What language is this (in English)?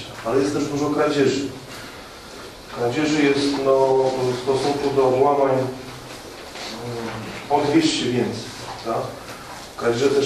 Polish